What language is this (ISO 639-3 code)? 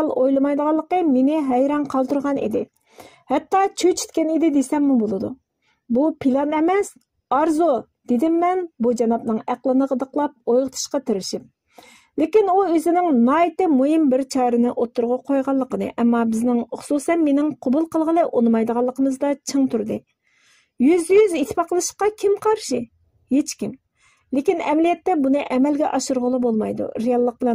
uig